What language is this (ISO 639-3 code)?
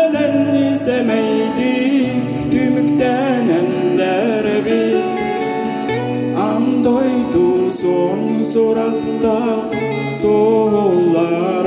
sah